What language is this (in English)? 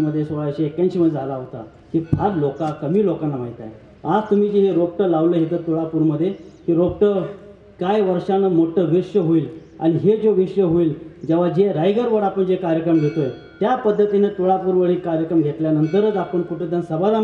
Marathi